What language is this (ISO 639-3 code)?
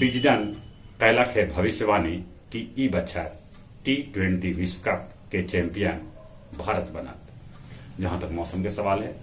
mag